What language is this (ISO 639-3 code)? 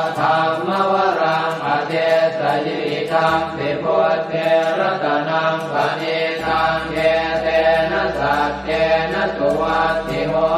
pli